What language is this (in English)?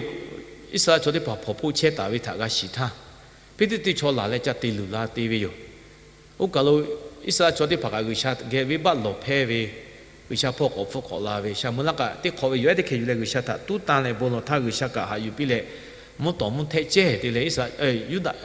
Lahu